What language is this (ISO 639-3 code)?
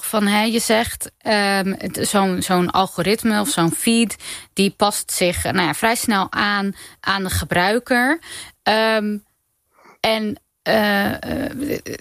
nld